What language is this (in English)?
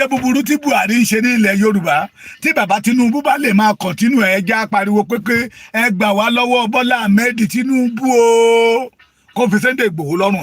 Yoruba